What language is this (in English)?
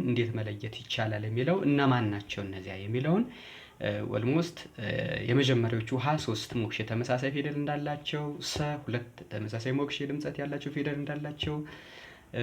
Amharic